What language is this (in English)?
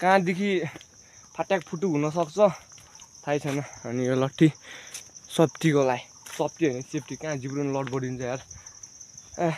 Nepali